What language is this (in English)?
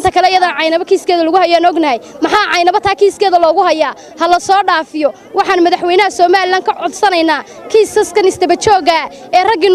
Somali